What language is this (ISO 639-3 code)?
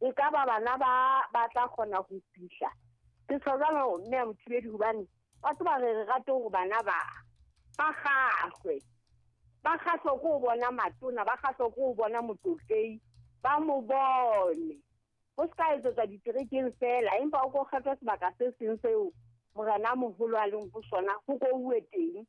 sot